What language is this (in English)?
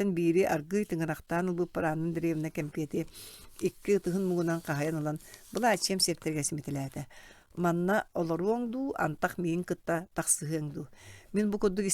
Yakut